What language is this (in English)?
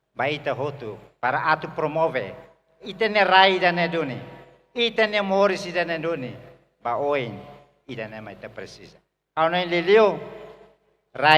Tetum